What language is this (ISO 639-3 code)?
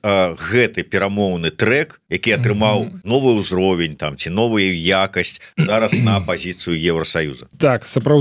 bel